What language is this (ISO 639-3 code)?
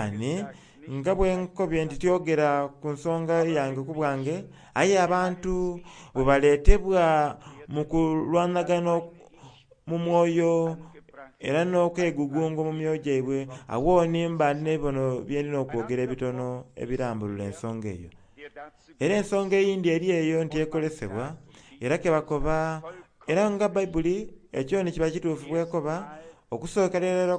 xog